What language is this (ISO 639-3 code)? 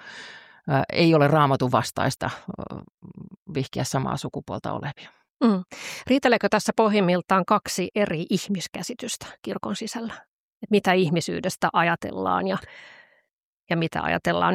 fin